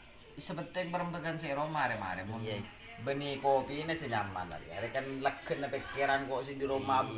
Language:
Madurese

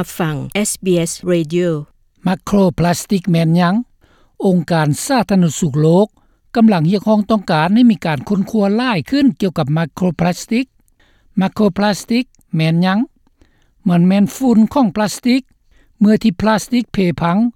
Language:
Lao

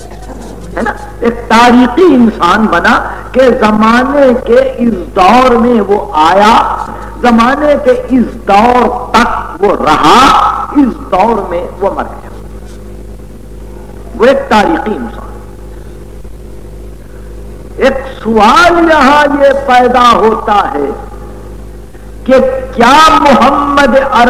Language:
Urdu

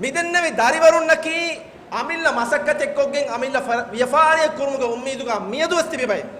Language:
Divehi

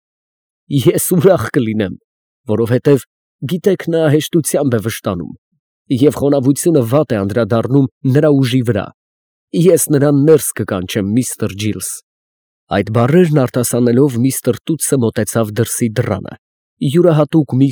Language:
Armenian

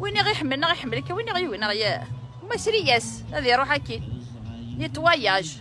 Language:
Kabyle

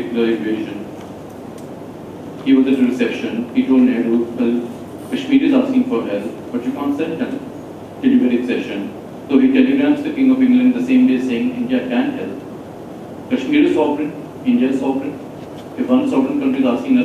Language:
English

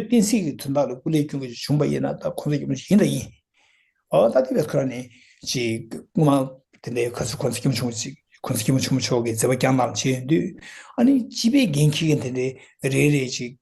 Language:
Tibetan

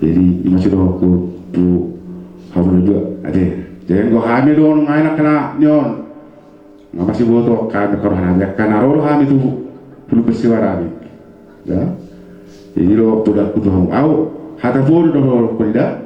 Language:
Batak Toba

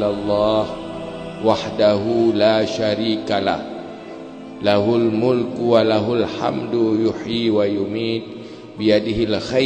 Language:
Achinese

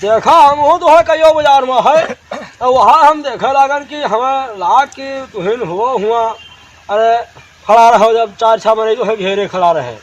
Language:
Awadhi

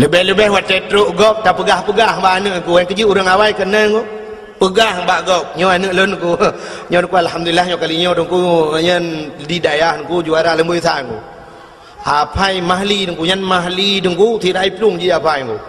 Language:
Achinese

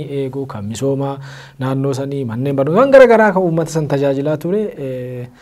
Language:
Oromo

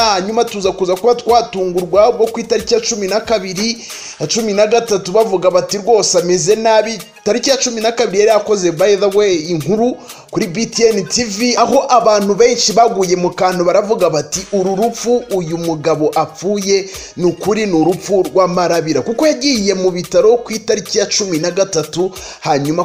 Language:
Kinyarwanda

